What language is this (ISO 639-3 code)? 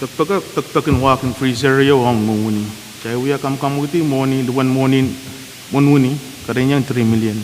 pon